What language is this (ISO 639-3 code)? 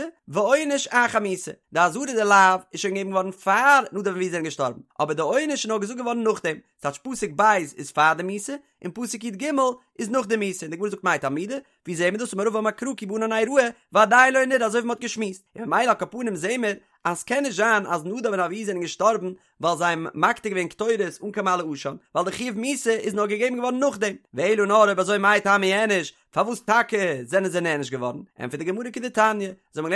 yid